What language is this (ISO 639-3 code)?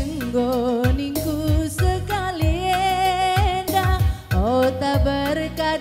btx